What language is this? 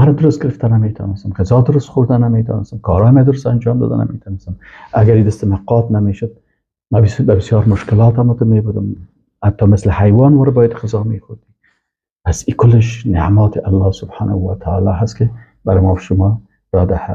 Persian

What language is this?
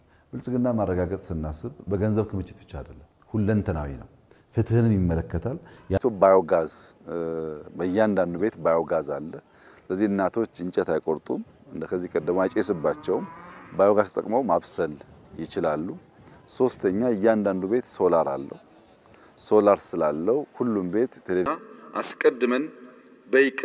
Amharic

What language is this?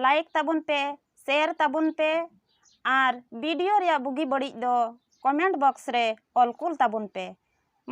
Santali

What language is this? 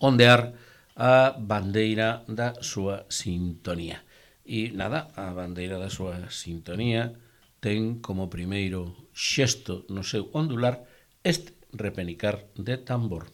Galician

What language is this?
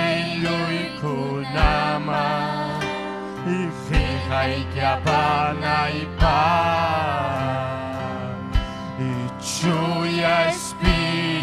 Ayacucho Quechua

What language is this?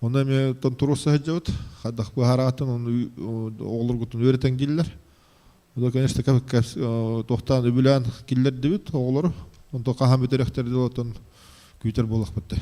Yakut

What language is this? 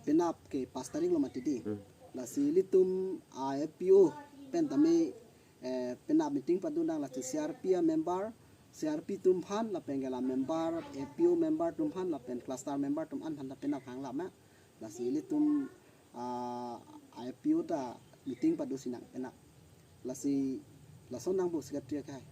Karbi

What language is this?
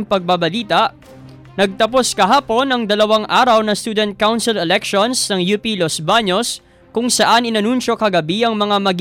Filipino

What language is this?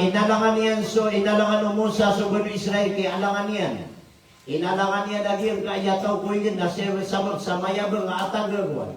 Maranao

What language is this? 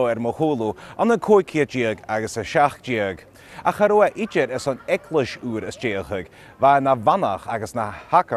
Scottish Gaelic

